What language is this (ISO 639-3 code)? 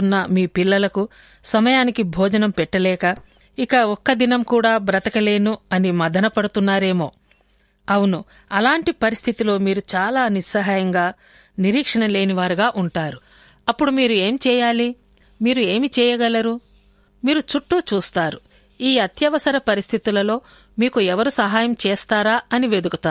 tel